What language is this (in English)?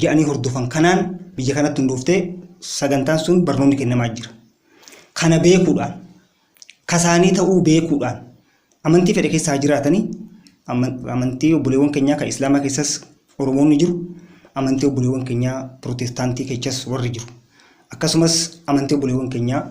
Oromo